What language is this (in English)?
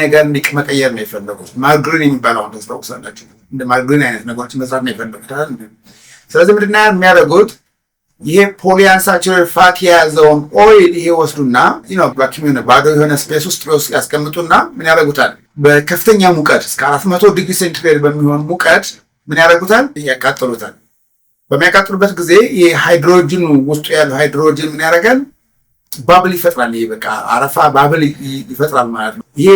Amharic